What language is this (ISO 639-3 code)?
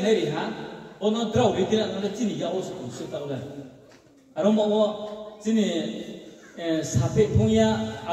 ria